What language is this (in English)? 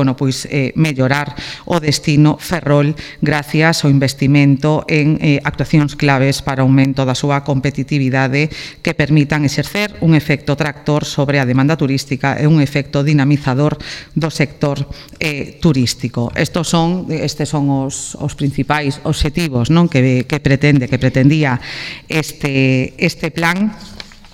Galician